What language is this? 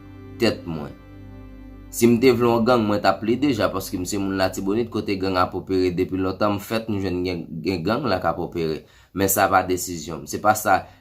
Haitian Creole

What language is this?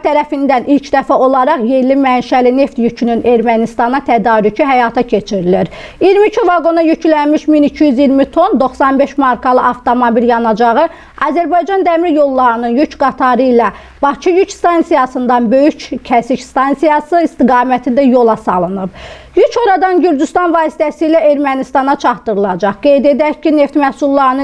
Azerbaijani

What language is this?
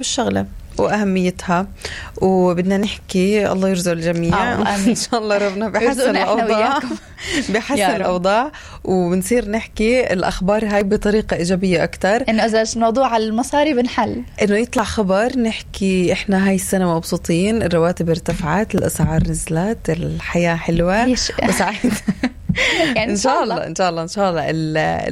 North Levantine Arabic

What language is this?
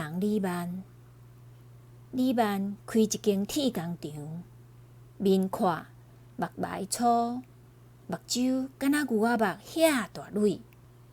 Min Nan Chinese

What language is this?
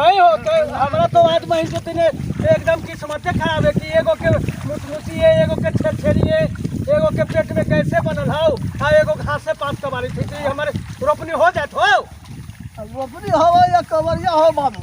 Magahi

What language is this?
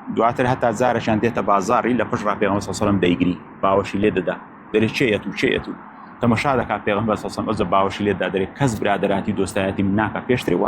Central Kurdish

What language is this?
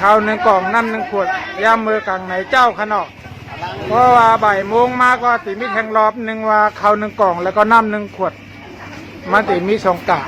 Shan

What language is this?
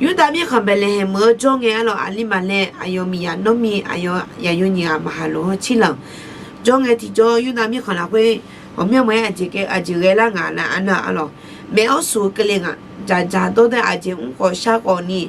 Akha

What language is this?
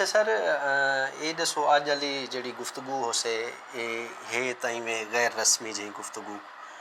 Saraiki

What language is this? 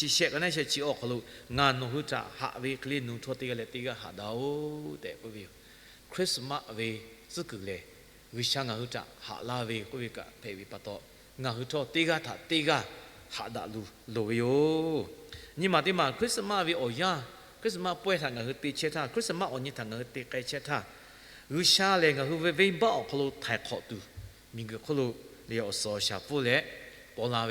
Lahu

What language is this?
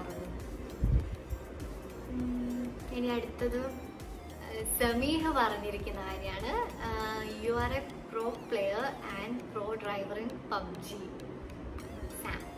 Malayalam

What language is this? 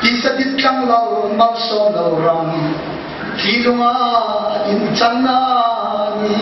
Hmar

